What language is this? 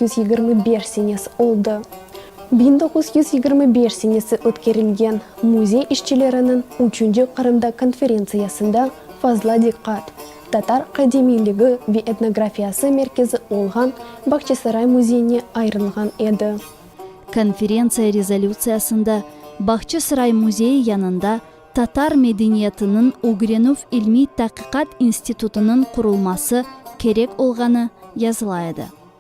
Crimean Tatar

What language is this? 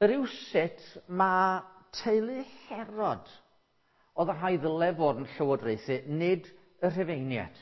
Welsh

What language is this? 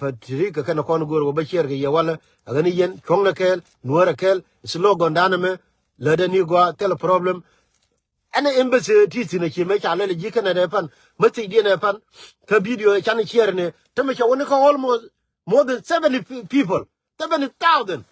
Nuer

